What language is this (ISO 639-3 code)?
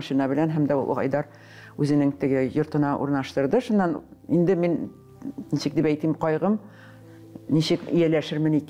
tat